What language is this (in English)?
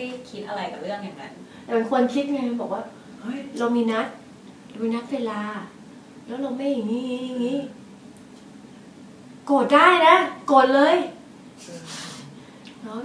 Thai